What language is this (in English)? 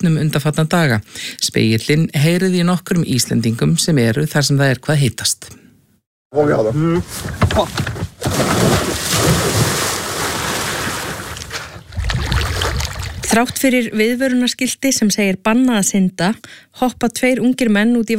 Icelandic